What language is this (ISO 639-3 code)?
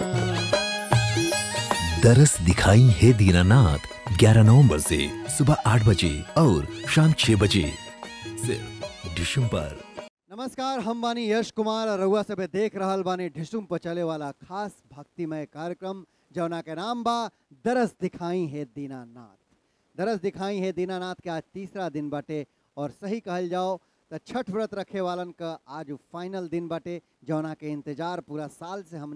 bho